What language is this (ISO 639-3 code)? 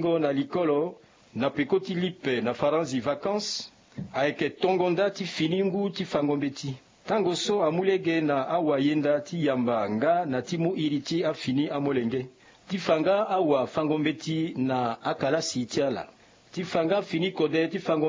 sag